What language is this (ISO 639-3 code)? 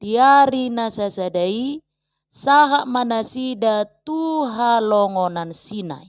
bbc